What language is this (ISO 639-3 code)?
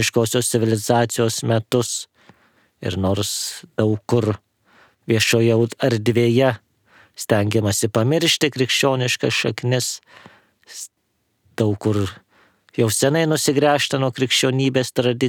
lit